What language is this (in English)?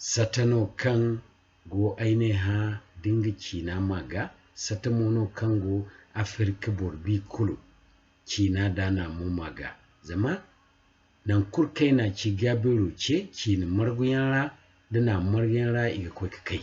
Zarma